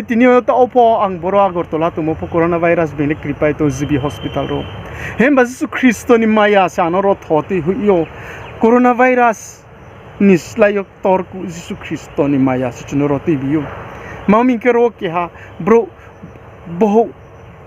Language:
Riang (India)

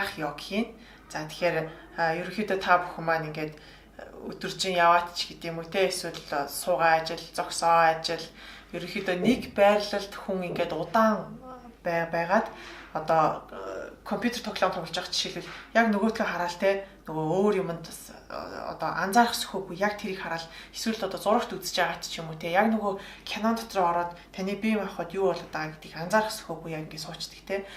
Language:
Mongolian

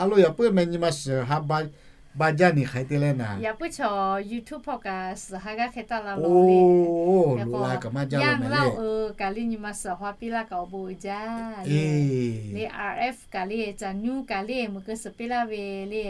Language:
Lahu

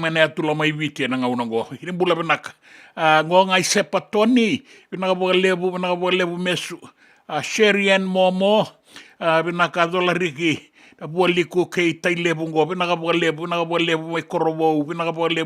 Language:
Fijian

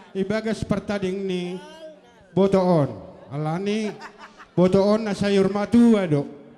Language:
Batak Simalungun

